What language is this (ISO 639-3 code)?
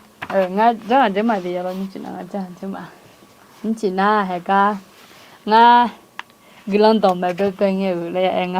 ahk